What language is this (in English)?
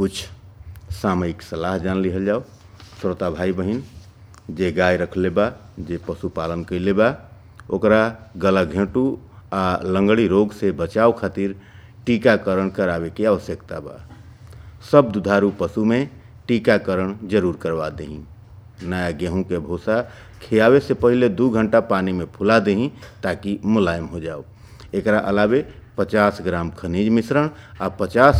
Bhojpuri